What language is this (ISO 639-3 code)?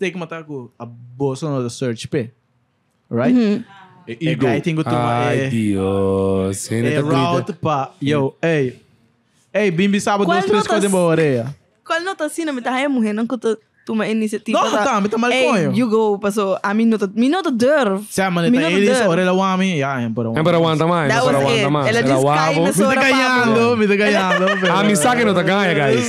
pap